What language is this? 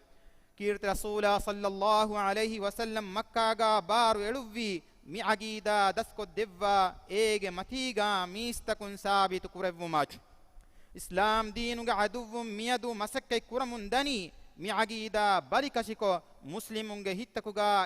Divehi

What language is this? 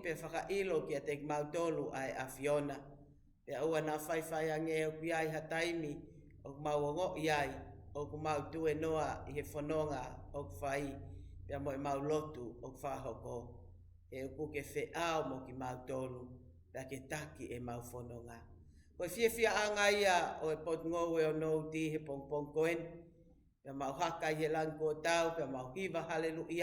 Tongan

